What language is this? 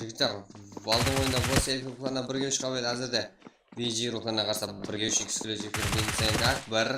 Kara-Kalpak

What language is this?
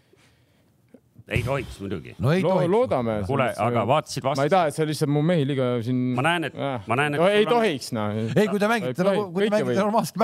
Estonian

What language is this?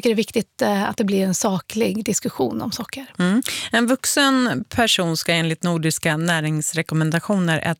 Swedish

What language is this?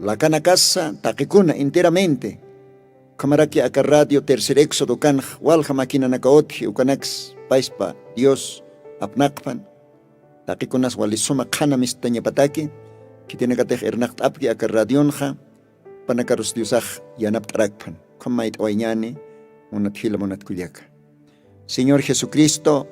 Aymara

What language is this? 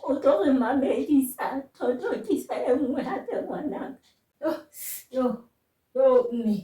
Southern Sotho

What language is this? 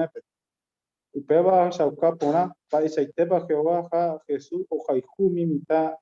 Guarani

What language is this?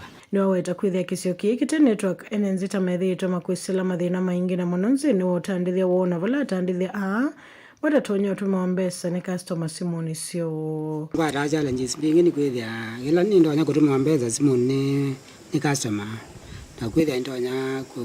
Kamba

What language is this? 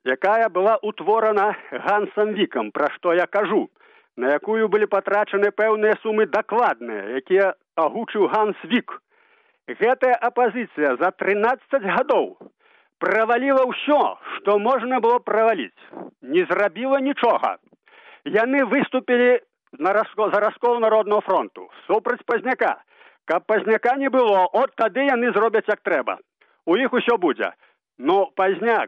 Belarusian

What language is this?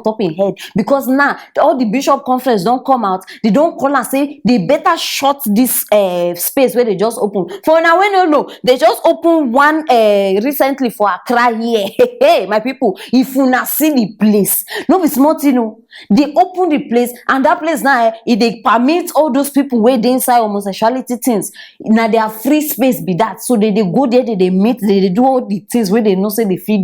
Nigerian Pidgin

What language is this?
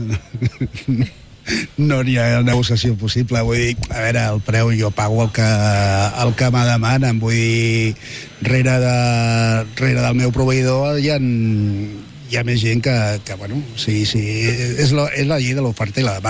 Catalan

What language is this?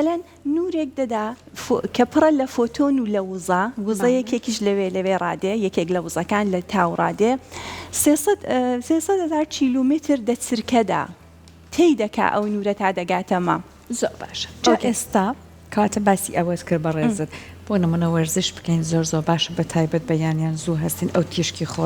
Central Kurdish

